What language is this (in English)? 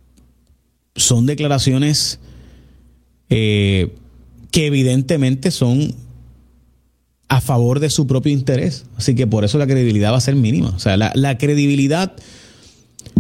Spanish